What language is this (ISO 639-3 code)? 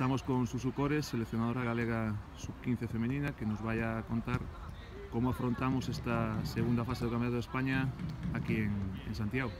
glg